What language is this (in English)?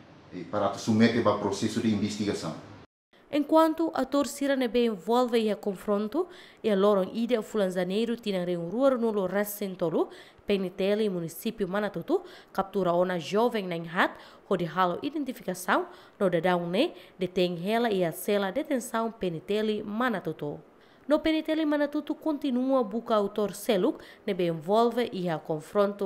Tetum